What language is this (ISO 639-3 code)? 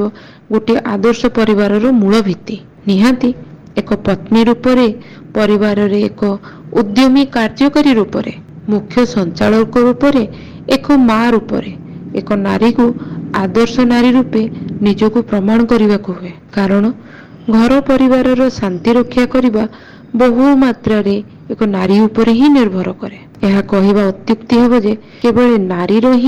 ori